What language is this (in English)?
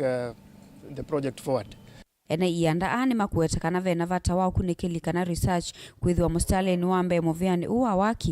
Kamba